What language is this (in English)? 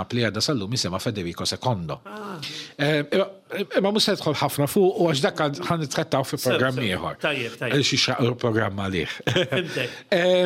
Maltese